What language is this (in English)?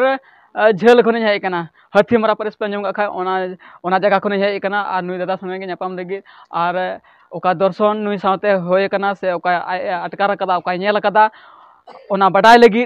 Santali